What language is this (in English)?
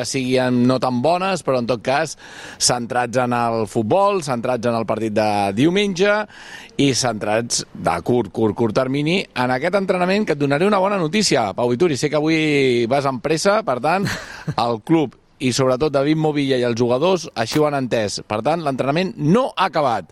Catalan